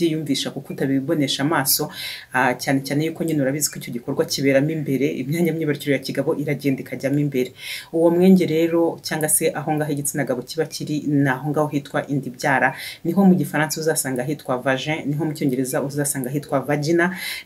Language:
Kinyarwanda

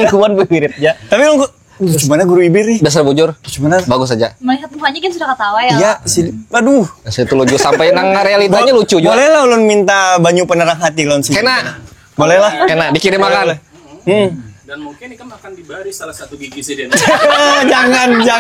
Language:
Banjar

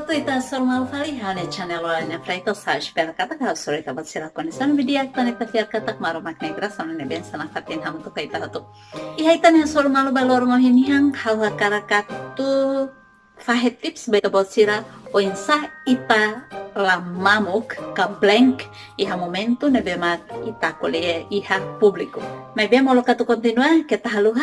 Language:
Tetum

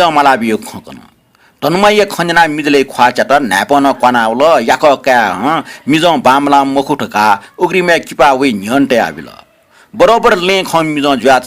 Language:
Newari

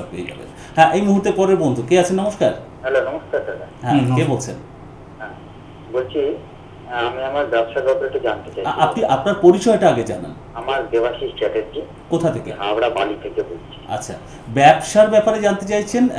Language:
Bangla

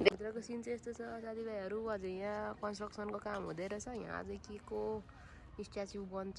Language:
Nepali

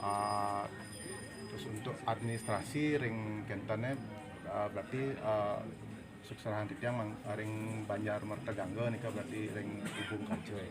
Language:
Balinese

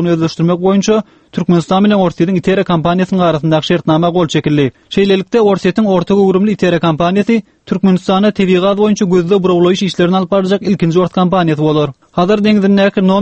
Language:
Turkmen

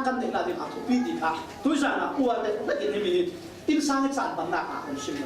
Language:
Falam Chin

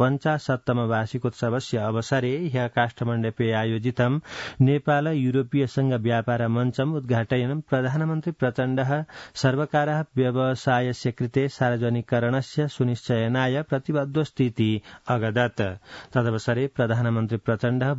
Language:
Sanskrit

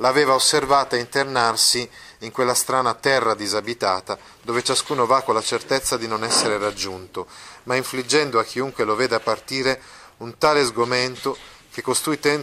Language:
Italian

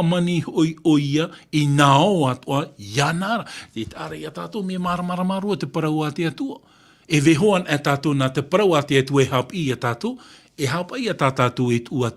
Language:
Tahitian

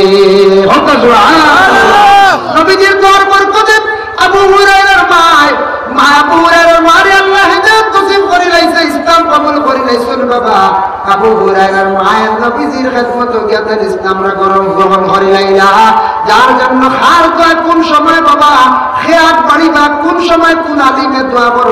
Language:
Sylheti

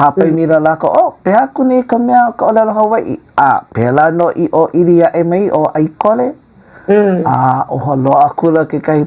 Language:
Hawaiian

